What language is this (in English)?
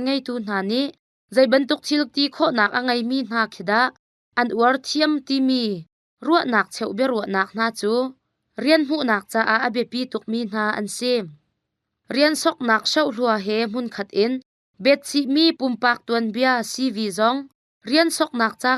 Hakha Chin